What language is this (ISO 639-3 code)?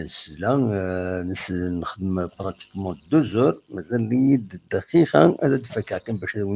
kab